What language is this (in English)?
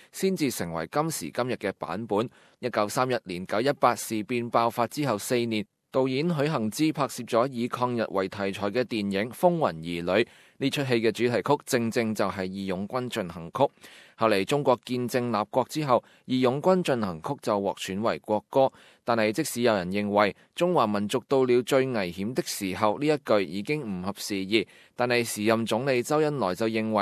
Cantonese